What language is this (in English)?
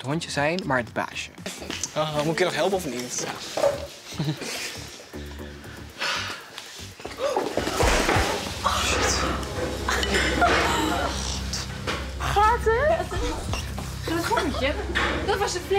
Dutch